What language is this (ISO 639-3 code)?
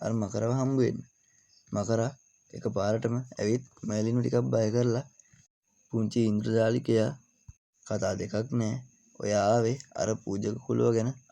sin